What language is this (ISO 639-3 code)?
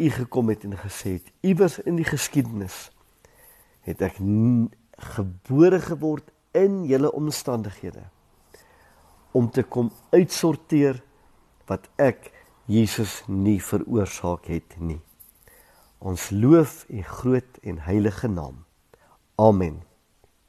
afr